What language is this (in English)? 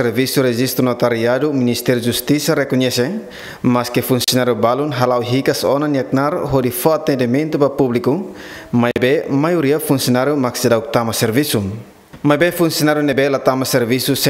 Tetum